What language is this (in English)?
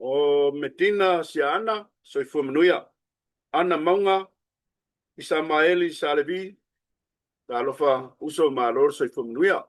Samoan